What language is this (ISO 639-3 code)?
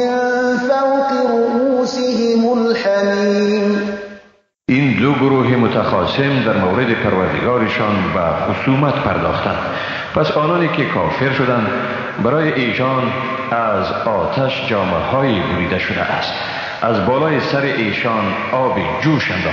fas